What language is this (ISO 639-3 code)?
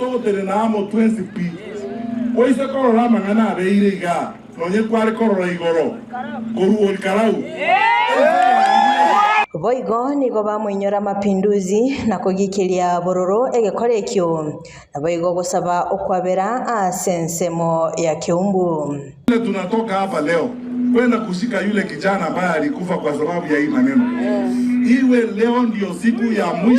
guz